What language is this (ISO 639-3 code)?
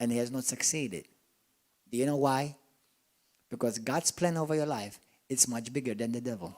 eng